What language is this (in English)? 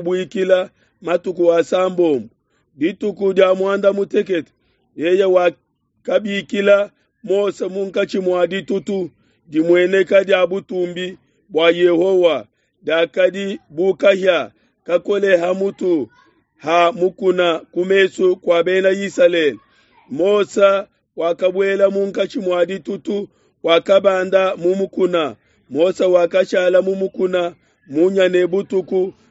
Luba-Lulua